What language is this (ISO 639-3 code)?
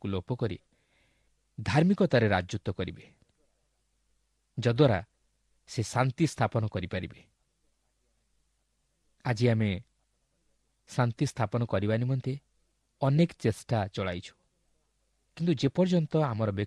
ori